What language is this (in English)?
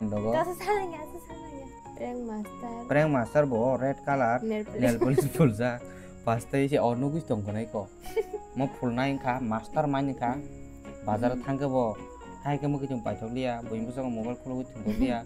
Kok Borok